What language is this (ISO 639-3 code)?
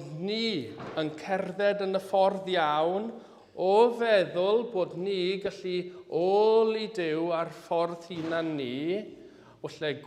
cym